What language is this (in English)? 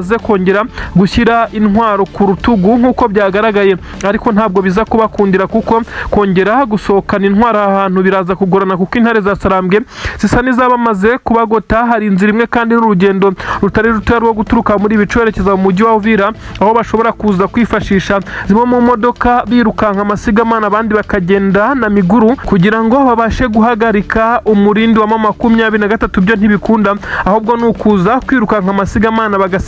Kinyarwanda